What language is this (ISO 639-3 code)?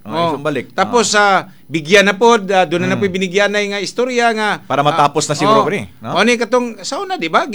ceb